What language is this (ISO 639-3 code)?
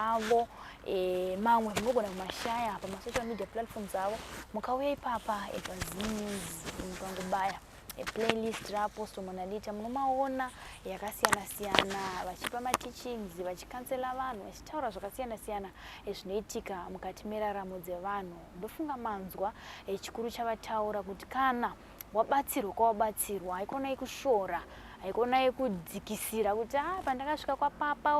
sna